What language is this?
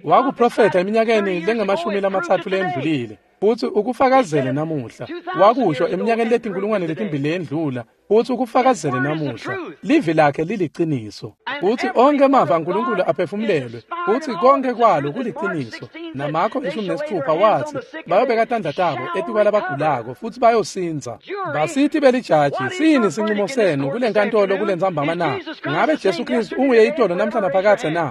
Swati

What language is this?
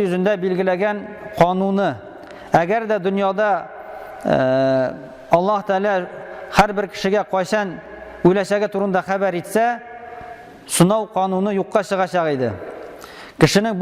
Tatar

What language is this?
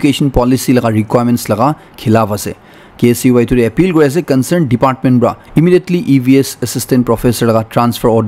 Naga Pidgin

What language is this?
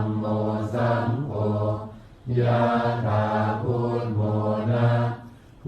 Pali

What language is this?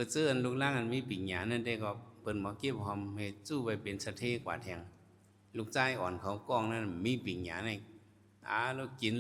Shan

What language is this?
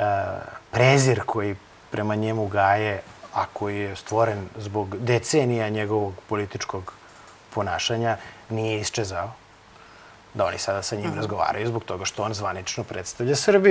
Serbian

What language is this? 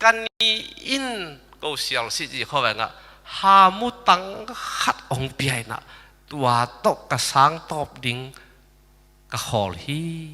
Tedim Chin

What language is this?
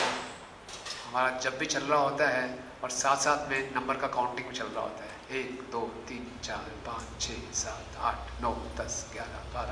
Hindi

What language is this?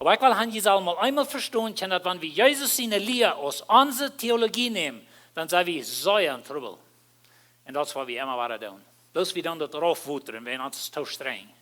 Plautdietsch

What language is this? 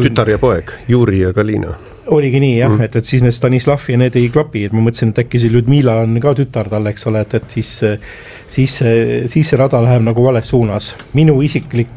Estonian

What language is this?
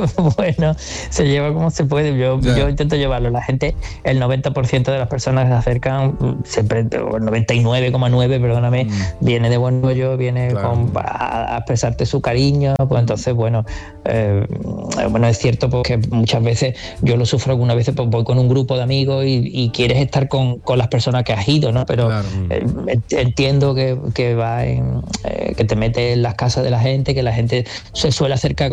Spanish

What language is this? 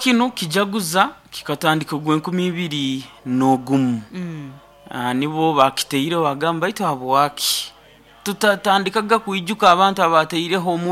Nyoro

